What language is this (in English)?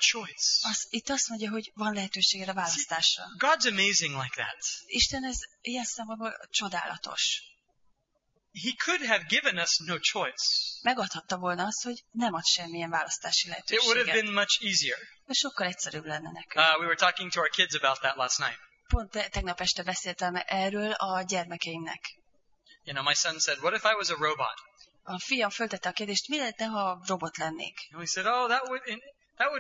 Hungarian